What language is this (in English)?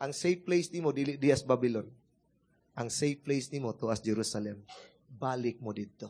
Cebuano